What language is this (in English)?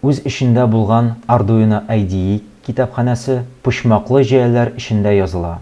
Tatar